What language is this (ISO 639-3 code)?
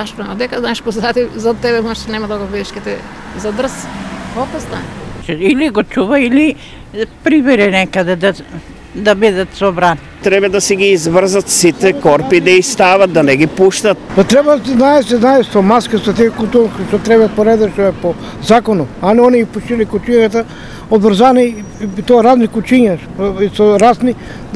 mkd